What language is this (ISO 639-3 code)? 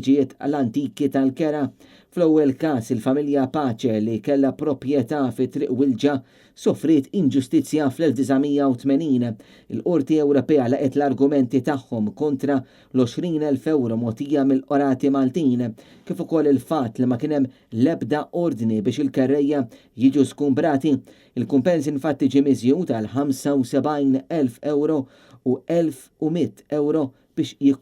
mlt